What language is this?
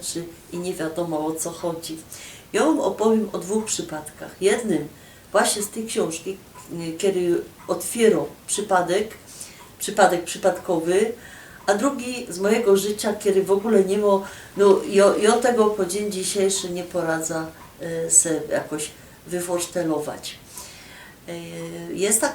Silesian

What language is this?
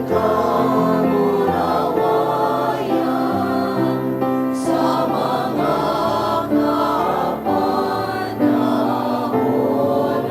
Bikol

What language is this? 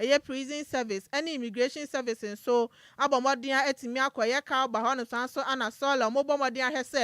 Akan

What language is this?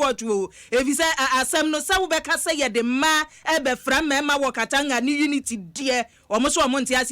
Akan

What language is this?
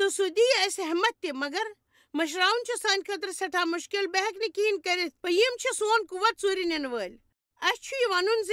Kashmiri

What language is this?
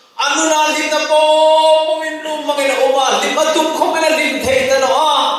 Hmar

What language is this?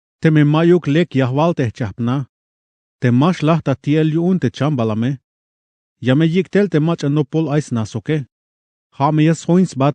Tzeltal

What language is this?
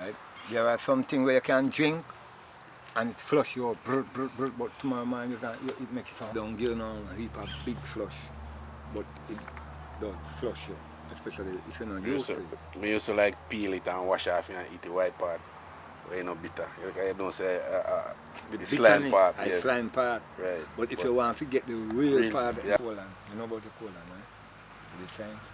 Jamaican Creole English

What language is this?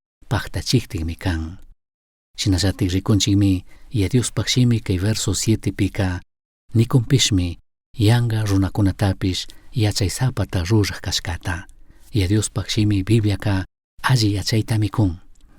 Chimborazo Highland Quichua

